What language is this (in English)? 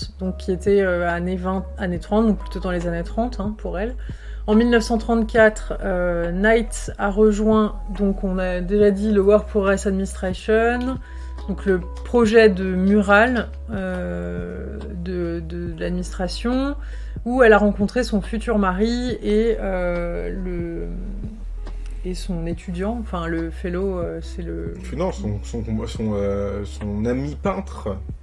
French